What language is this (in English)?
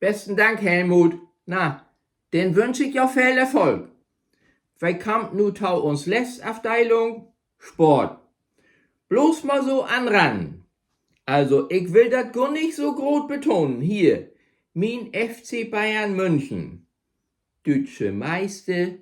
Low German